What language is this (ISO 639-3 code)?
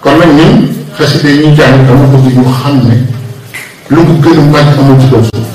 wol